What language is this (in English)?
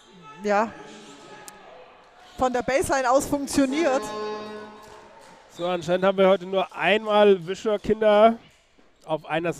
German